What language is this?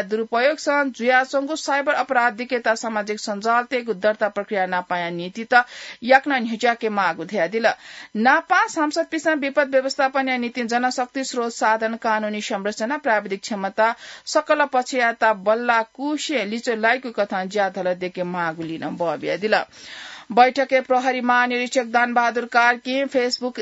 Newari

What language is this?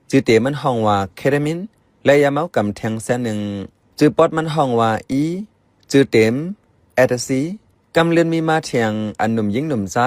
Shan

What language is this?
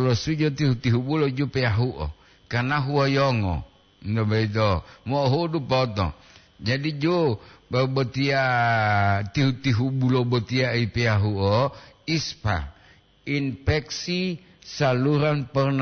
Gorontalo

